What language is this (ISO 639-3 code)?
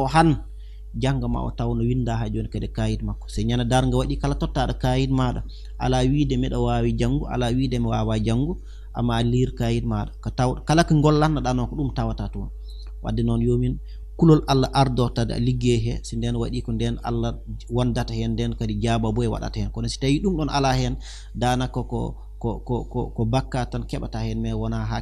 ful